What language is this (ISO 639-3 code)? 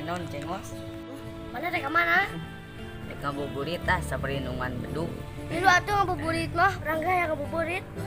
sun